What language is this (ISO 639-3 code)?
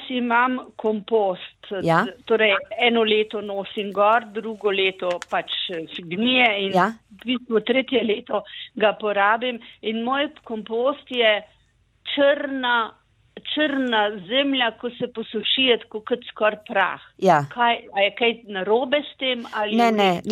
slv